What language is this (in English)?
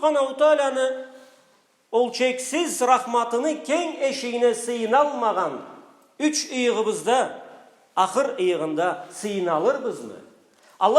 Karachay-Balkar